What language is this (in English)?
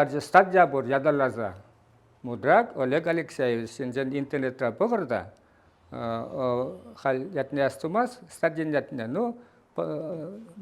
Chuvash